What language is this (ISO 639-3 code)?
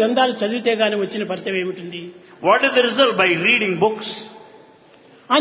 tel